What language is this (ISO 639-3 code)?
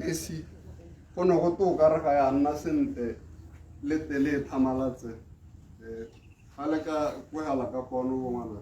tsn